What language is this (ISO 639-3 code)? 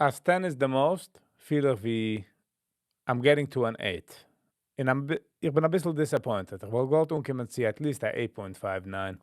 yid